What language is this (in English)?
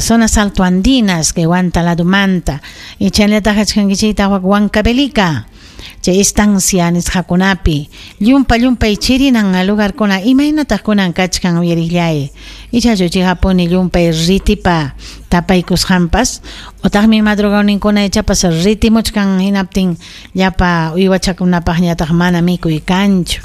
Ayacucho Quechua